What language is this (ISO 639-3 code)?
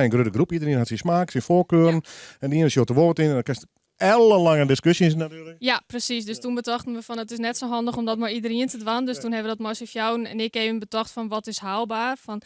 fry